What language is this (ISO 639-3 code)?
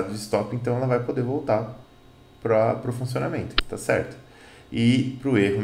por